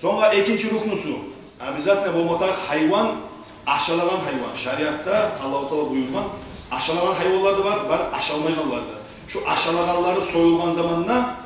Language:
Kumyk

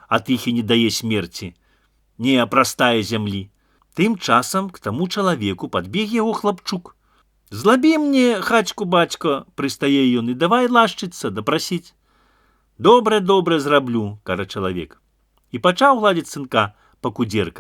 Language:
Belarusian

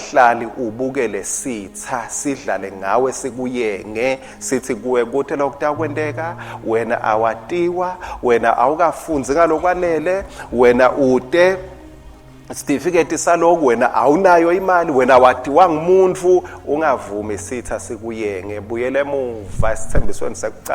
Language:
Swati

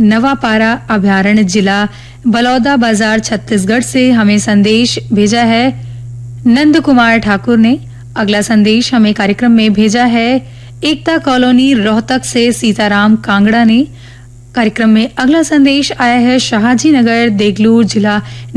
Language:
Hindi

